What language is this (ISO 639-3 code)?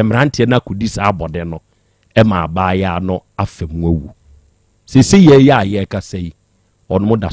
aka